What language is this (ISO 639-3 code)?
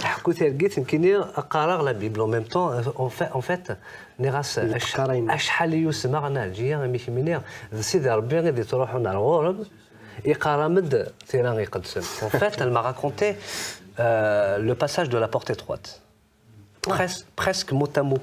kab